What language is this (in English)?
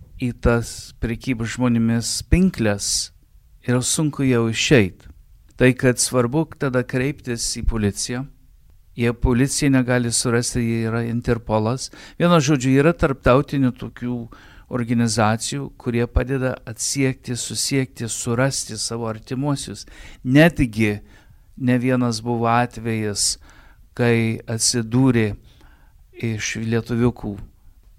Lithuanian